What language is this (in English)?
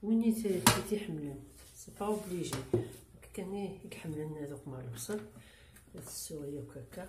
Kabyle